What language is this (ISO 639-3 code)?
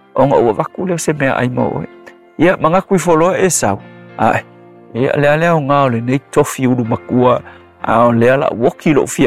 smo